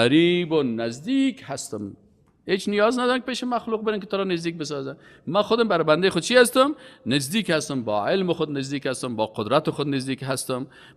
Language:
Persian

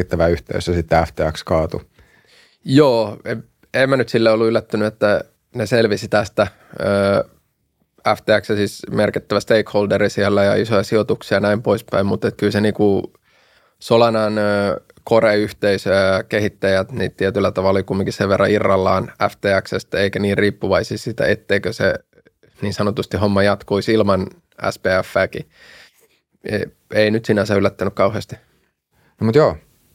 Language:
Finnish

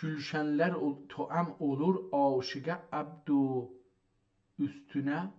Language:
South Azerbaijani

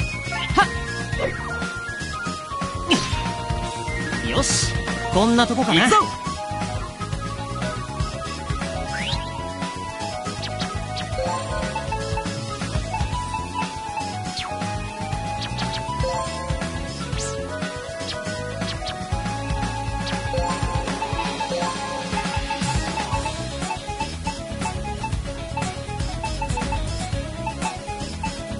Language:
Japanese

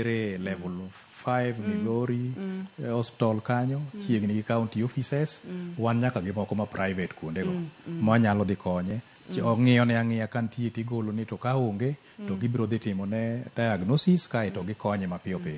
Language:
Luo (Kenya and Tanzania)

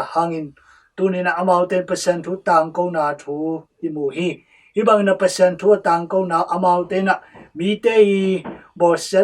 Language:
Tedim Chin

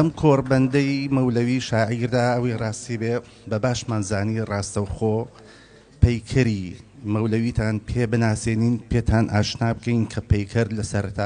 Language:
Central Kurdish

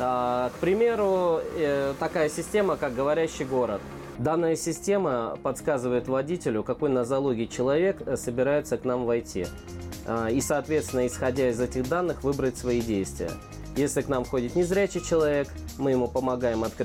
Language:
Russian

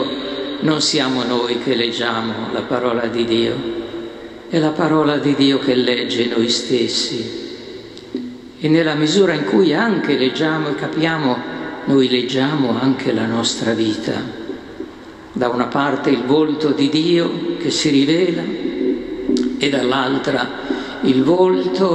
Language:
Italian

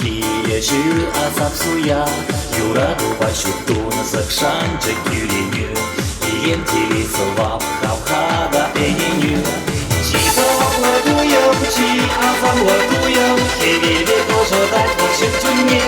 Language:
Chuvash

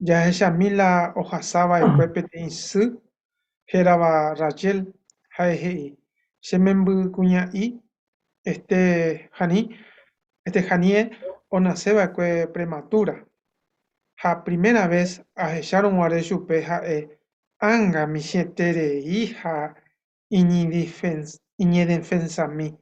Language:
Guarani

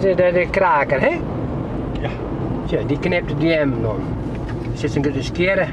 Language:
Western Frisian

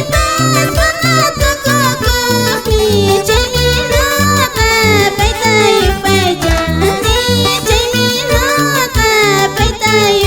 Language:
Quechua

